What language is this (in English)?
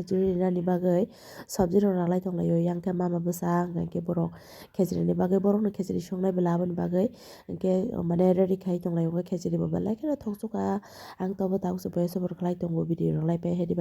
Kok Borok